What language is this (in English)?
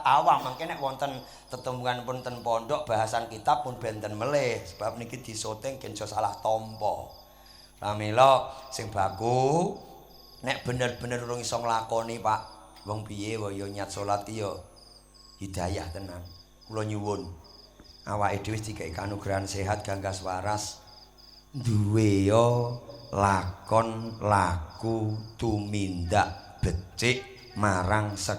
Javanese